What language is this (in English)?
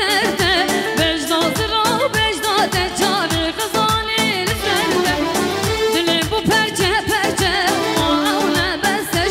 Kurdish